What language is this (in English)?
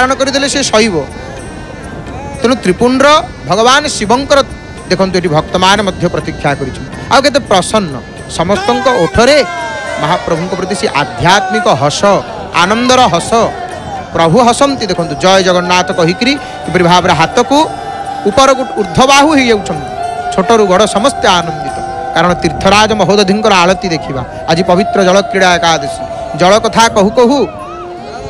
Odia